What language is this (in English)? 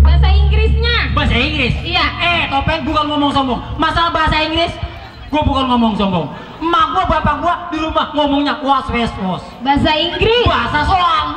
Betawi